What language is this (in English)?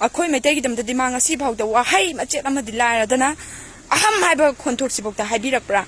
Manipuri